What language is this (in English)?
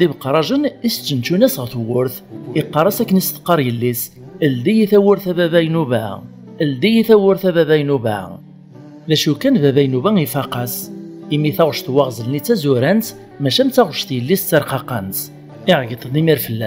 Kabyle